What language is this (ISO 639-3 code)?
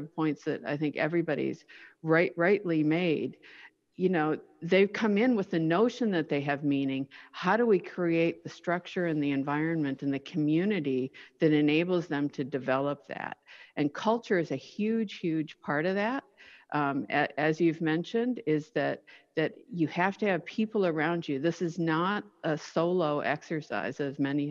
eng